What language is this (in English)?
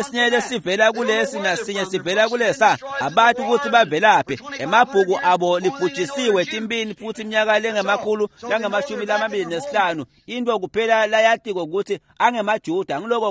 Swati